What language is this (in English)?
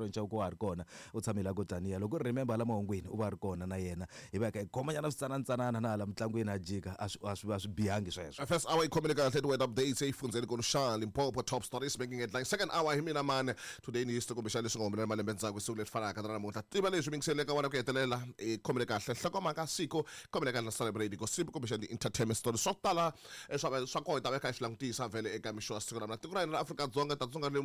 Tsonga